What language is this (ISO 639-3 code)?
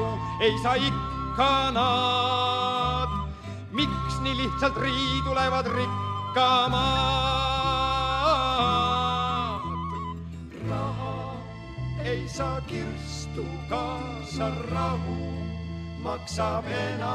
est